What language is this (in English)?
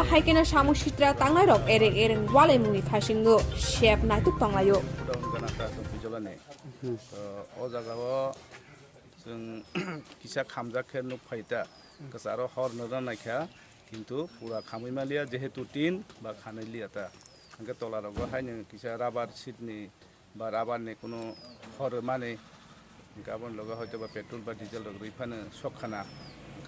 Kok Borok